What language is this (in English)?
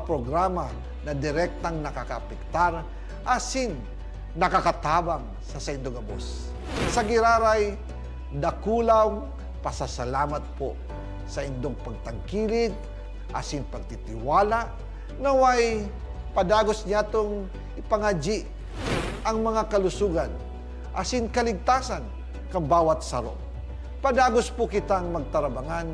Bikol